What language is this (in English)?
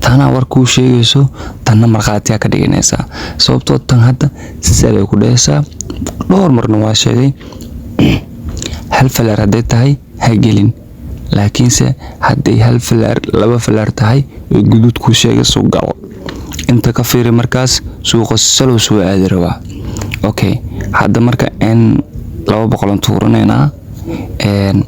Somali